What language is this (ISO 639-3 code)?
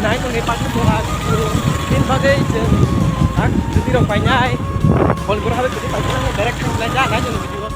trp